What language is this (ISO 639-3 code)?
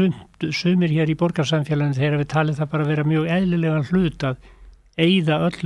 isl